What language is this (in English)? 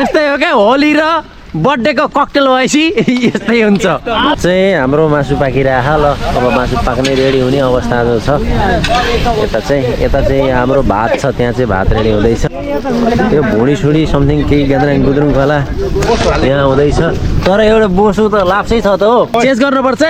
Nepali